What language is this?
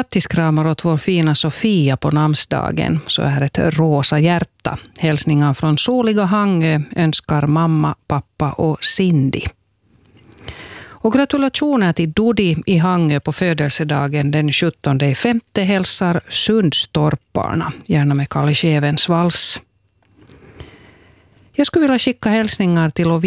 Swedish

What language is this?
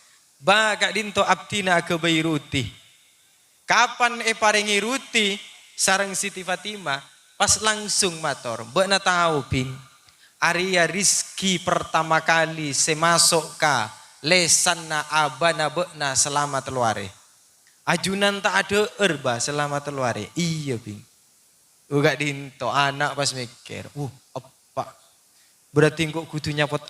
Madurese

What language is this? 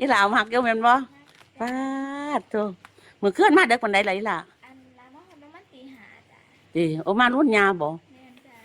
Northeastern Thai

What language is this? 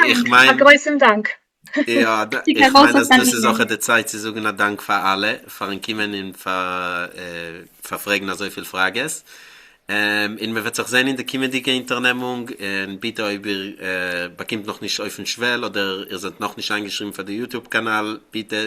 Yiddish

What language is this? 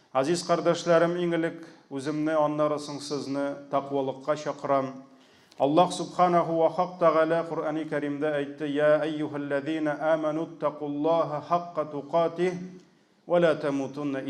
Tatar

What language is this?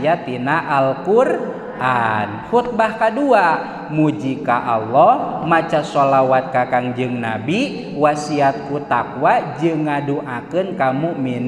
Sundanese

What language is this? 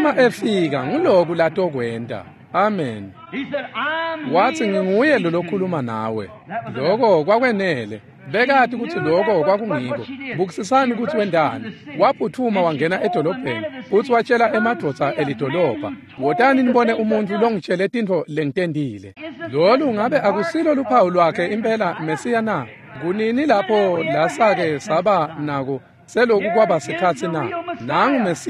Swati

